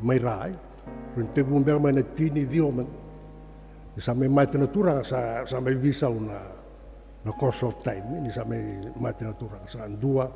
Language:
Fijian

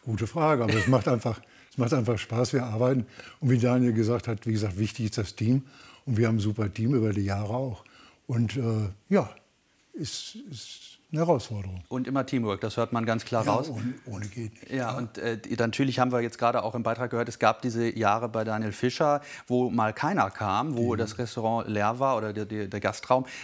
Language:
German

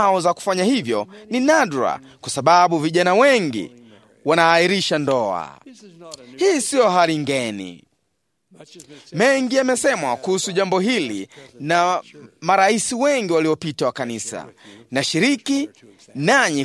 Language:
Swahili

